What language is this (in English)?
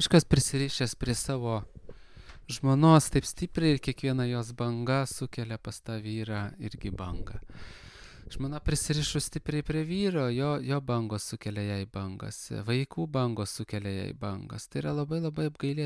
Lithuanian